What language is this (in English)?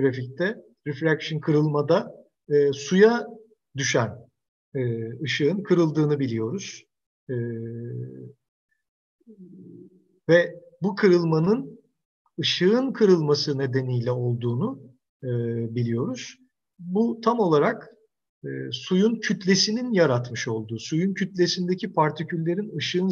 Turkish